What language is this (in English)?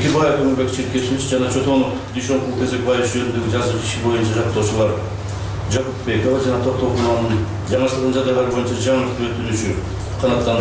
Kyrgyz